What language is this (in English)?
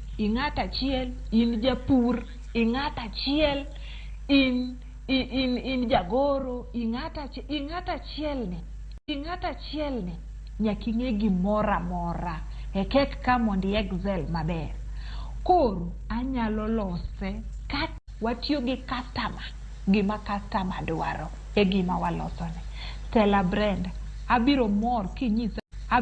Luo (Kenya and Tanzania)